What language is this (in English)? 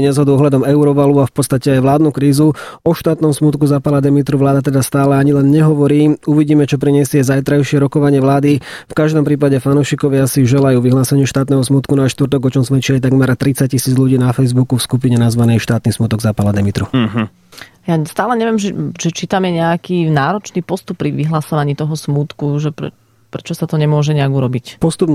Slovak